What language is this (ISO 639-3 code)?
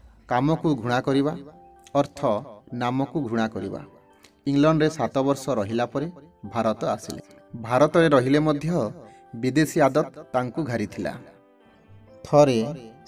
ori